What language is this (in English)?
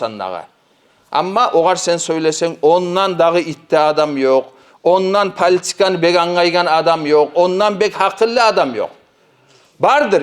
Kumyk